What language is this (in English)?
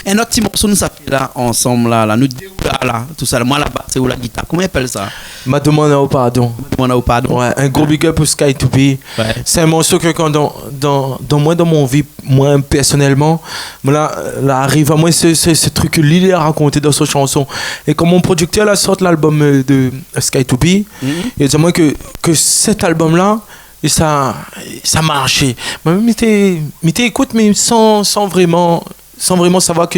Réunion Creole French